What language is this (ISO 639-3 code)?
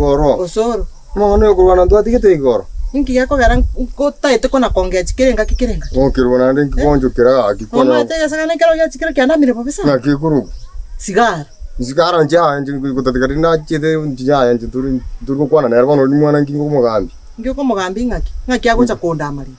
guz